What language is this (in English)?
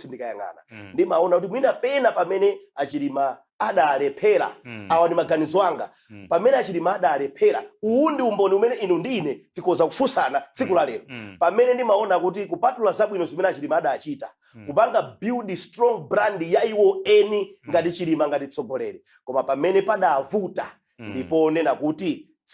Nyanja